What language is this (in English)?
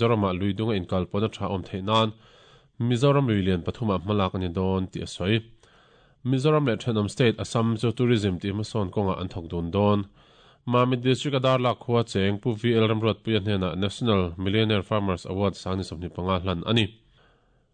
Mizo